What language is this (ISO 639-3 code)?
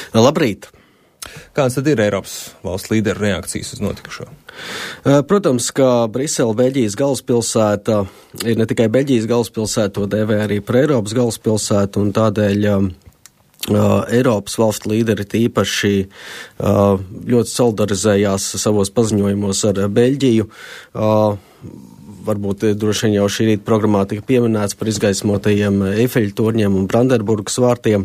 lav